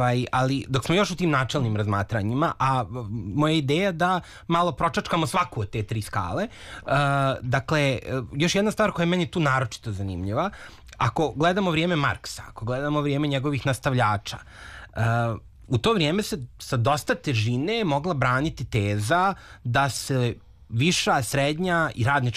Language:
Serbian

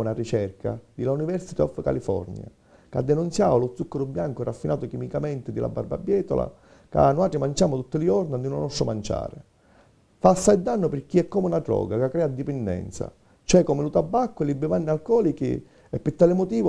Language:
Sicilian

